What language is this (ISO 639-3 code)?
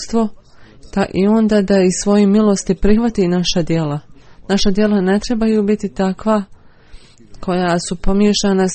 bos